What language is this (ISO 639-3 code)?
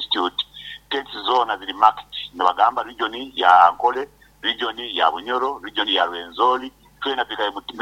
nyo